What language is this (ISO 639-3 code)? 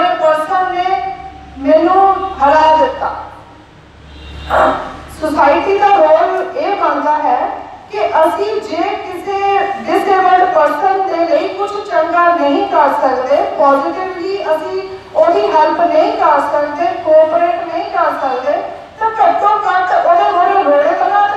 pan